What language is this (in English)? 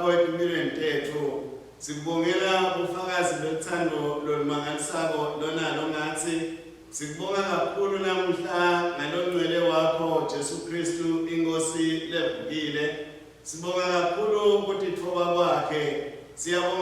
Swati